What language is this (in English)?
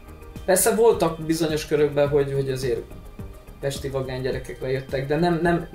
Hungarian